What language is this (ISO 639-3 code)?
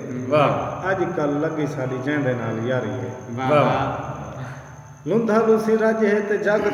skr